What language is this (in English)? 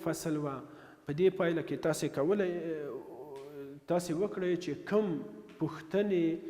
Pashto